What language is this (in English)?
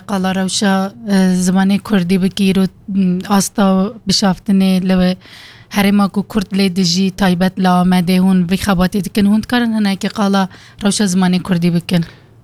Kurdish